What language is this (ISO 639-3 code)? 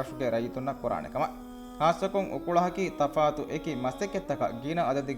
div